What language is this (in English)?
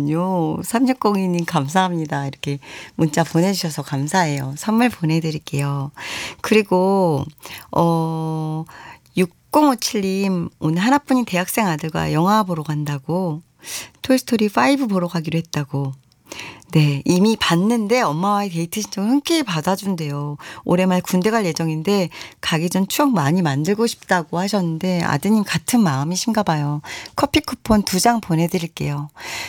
Korean